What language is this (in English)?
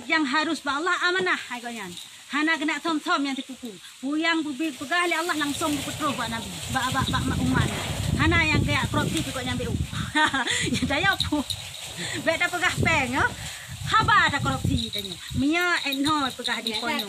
Achinese